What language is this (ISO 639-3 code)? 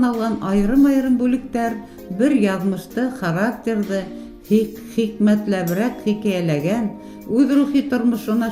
bak